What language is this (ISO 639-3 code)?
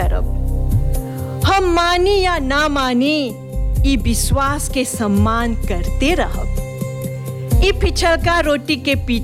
bho